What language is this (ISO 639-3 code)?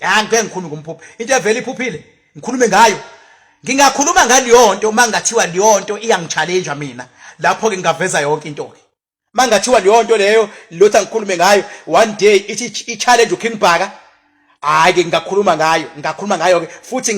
zul